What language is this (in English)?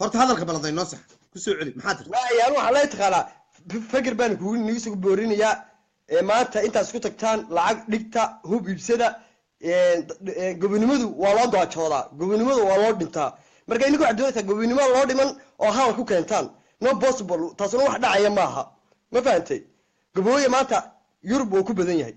Somali